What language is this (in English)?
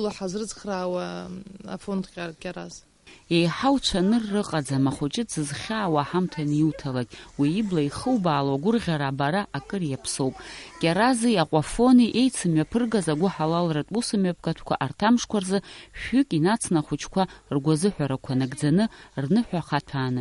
Abkhazian